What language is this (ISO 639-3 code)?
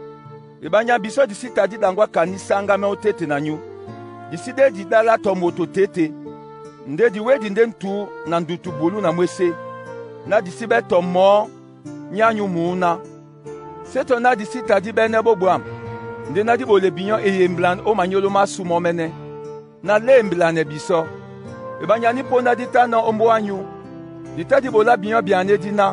dua